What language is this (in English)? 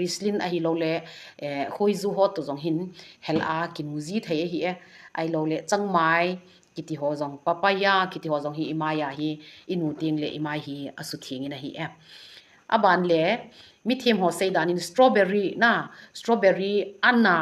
Thado Chin